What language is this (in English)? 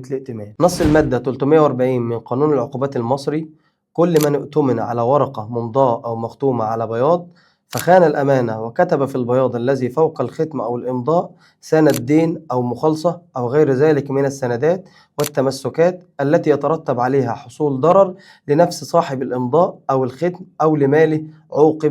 Egyptian Arabic